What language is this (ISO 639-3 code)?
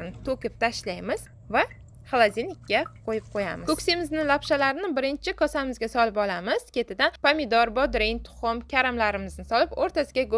uzb